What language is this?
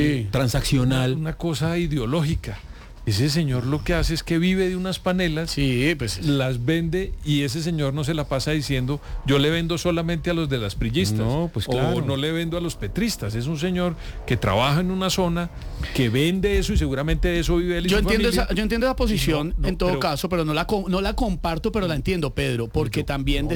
Spanish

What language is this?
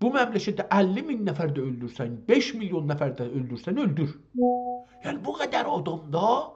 South Azerbaijani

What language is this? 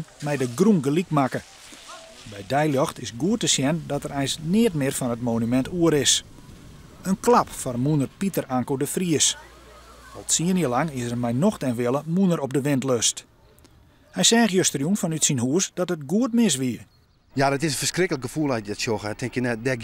Western Frisian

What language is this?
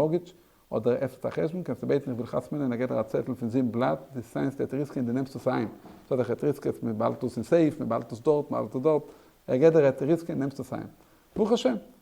Yiddish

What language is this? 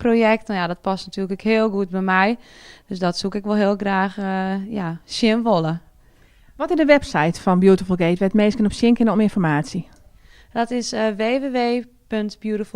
Western Frisian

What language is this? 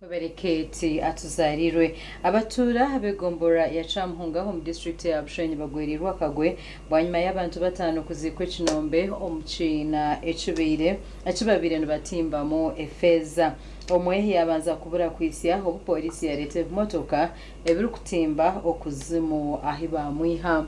Nyankole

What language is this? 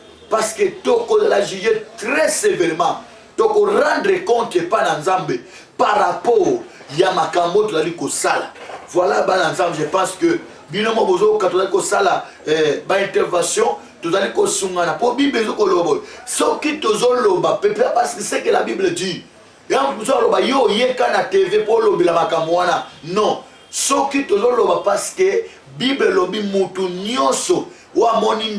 Lingala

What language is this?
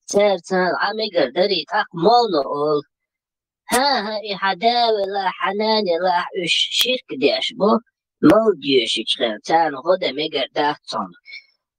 Chechen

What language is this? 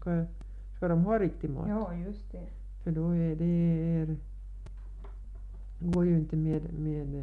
Swedish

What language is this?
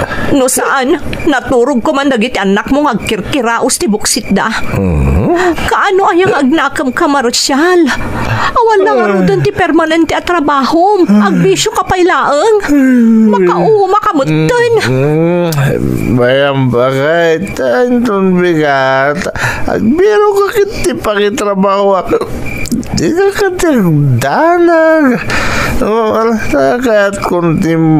Iloko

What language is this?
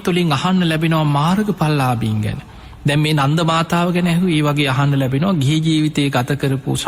Sinhala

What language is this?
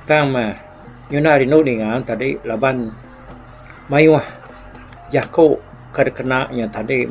Iban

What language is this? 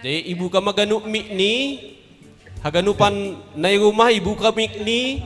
Batak Simalungun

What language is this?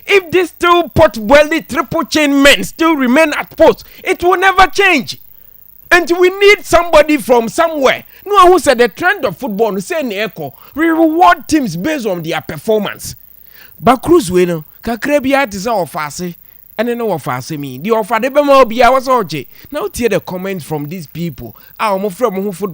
Akan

